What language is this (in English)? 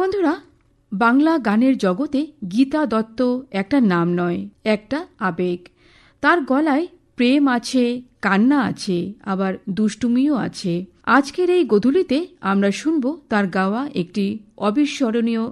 Bangla